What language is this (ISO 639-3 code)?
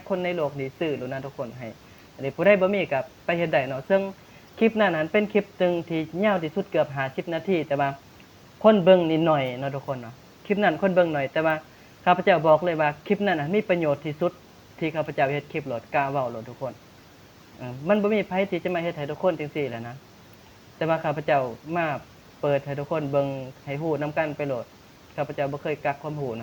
lao